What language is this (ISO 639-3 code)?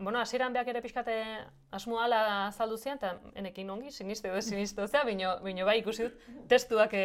eus